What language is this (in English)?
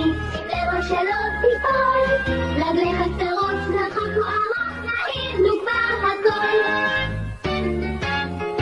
Hebrew